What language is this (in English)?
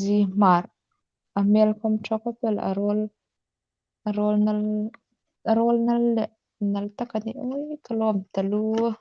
Hmar